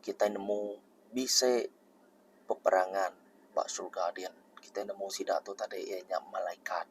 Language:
Iban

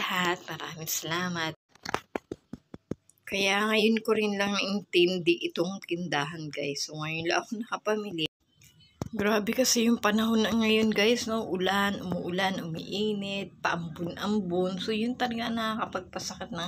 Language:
Filipino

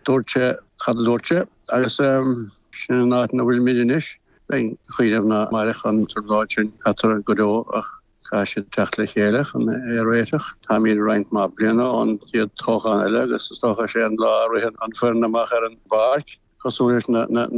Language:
Irish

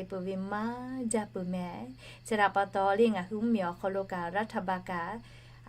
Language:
Lahu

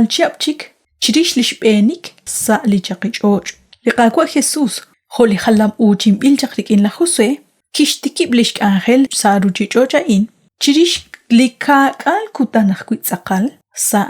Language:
Kekchí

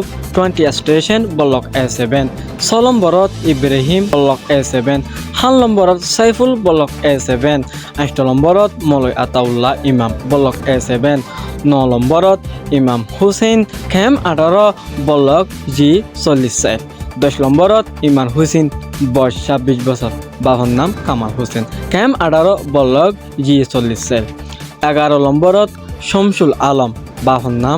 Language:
Rohingya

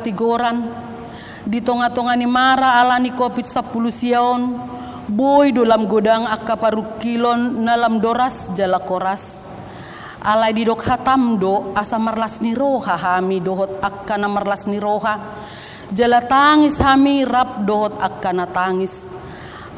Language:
Batak Toba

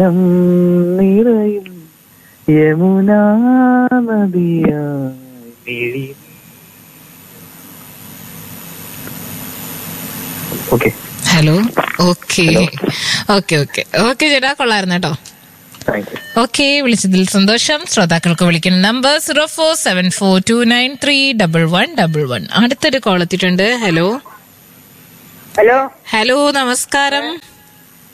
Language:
Malayalam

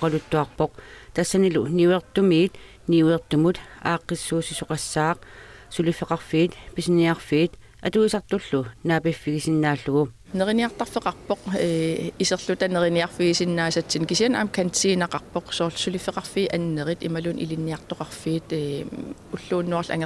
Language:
Kalaallisut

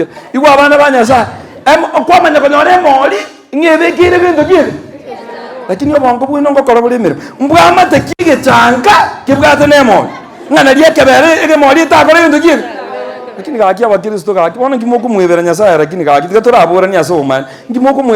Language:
Gusii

